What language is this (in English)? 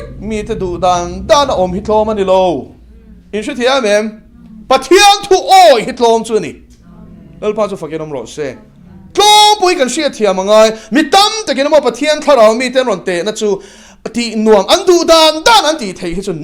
Mizo